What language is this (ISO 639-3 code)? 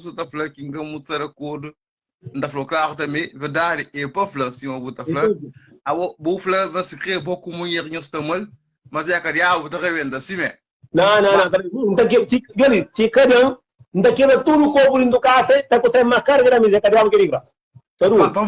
kea